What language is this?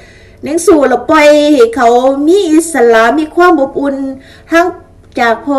Lao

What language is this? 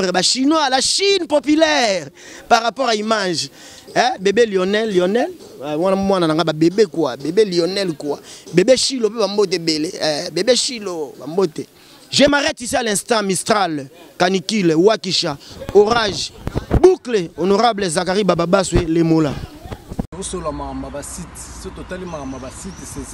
Lingala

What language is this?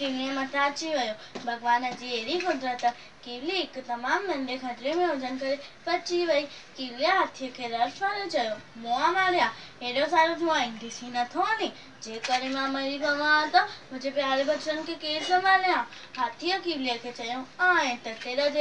Sindhi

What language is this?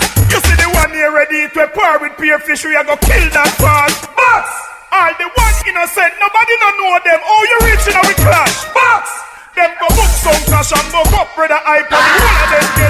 Jamaican Creole English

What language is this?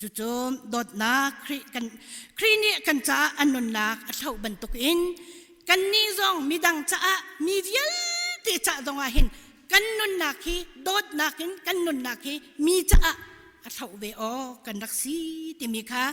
Hakha Chin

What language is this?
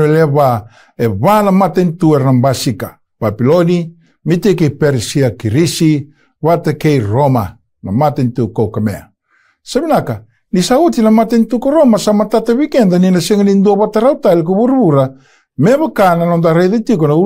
Fijian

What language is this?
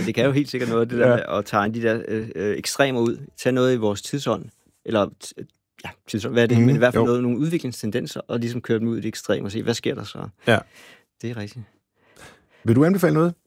Danish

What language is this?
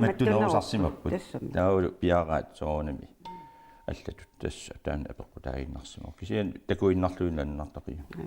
Kalaallisut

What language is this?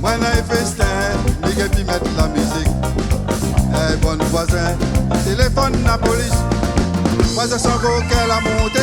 Réunion Creole French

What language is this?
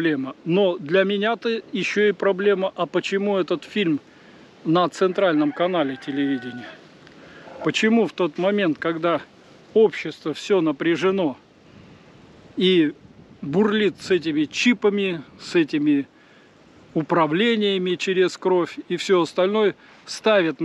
Russian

